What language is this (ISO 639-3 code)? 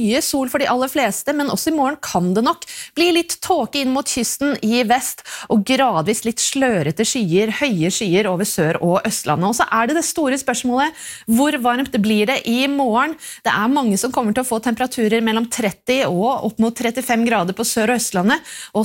nor